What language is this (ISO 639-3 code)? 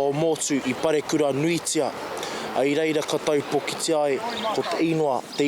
mri